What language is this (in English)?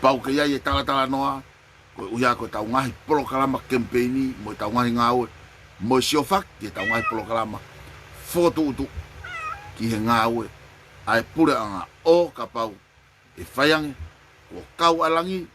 Tongan